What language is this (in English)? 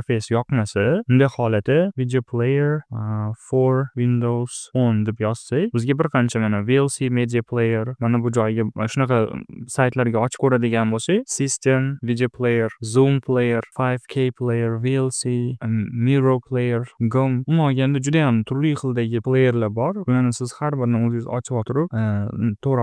Uzbek